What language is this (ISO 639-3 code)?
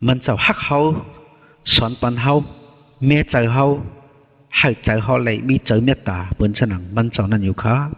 shn